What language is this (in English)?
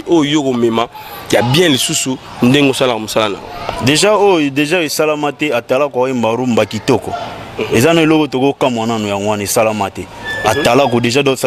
Lingala